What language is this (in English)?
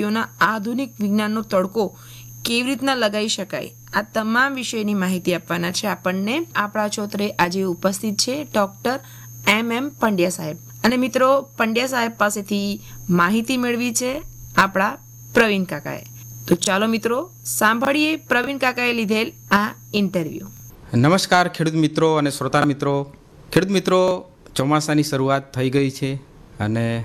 Gujarati